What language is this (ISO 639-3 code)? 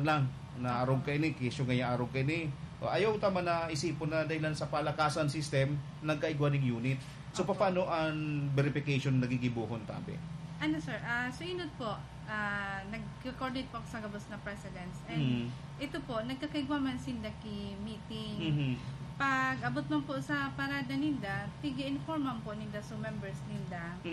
bik